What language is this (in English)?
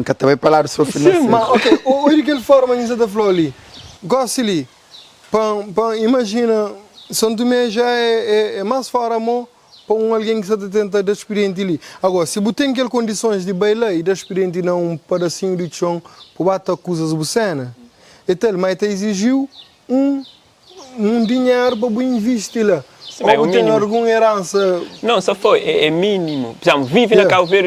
Kabuverdianu